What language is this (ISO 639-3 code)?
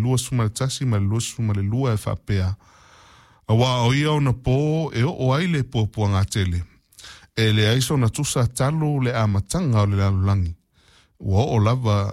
smo